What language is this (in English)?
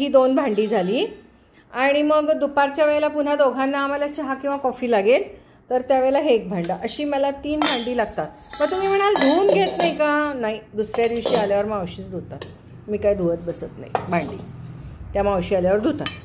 Marathi